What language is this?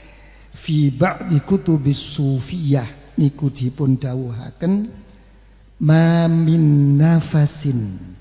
Javanese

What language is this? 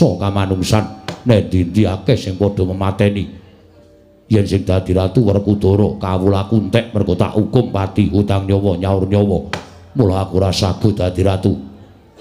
Javanese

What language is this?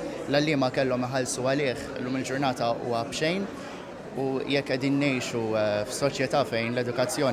Maltese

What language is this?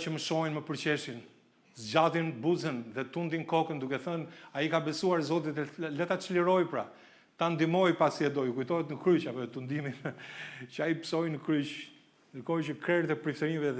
Albanian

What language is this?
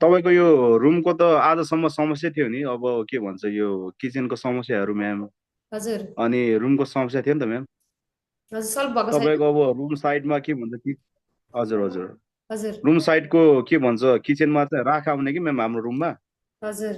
Nepali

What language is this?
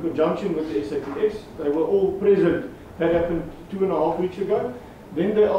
Tsonga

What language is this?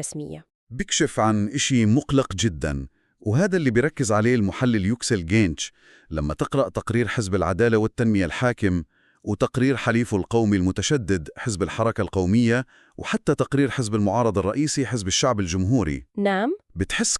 North Levantine Arabic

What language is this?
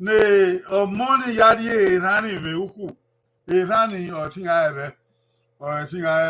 Bini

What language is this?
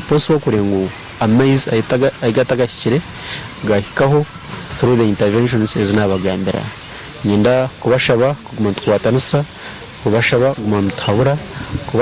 Nyankole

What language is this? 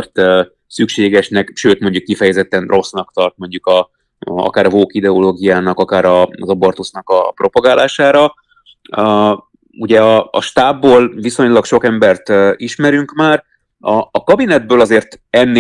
Hungarian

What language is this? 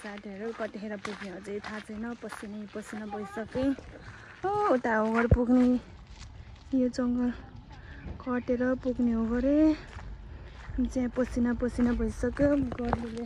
Nepali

